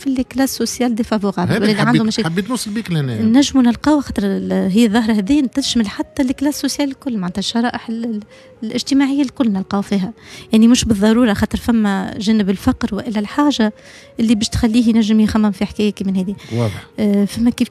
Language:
Tunisian Arabic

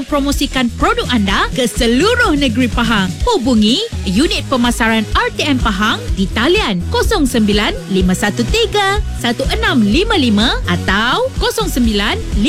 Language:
Malay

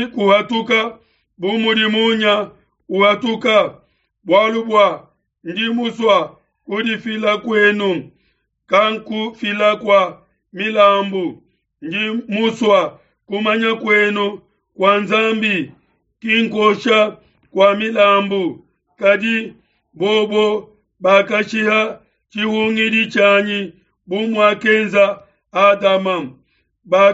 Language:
Luba-Lulua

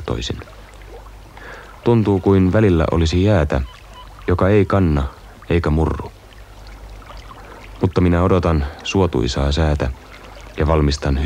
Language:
Finnish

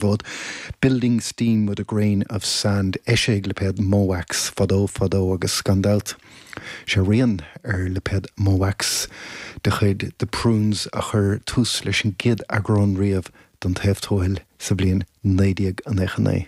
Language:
Irish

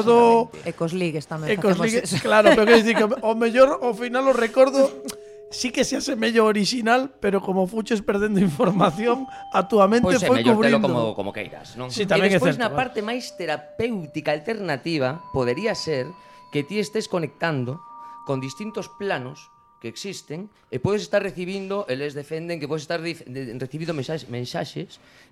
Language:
Galician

